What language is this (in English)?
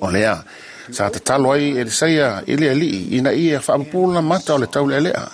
Samoan